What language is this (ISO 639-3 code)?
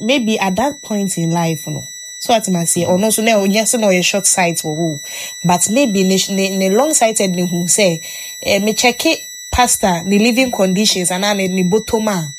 aka